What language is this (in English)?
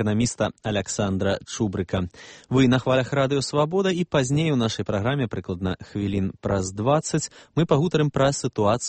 Belarusian